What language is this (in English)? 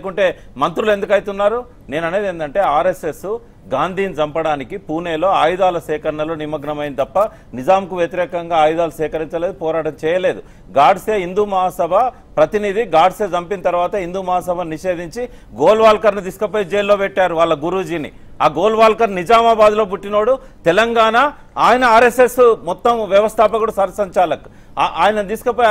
Telugu